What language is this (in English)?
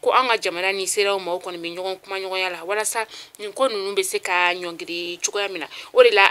Bambara